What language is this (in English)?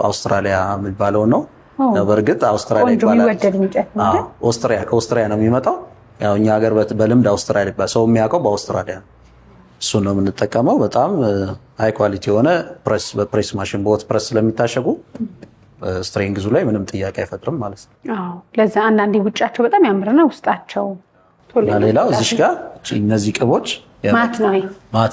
Amharic